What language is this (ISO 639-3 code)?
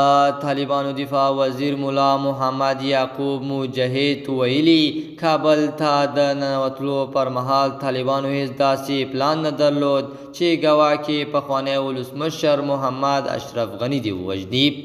pus